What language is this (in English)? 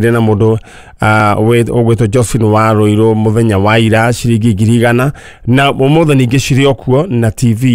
Kikuyu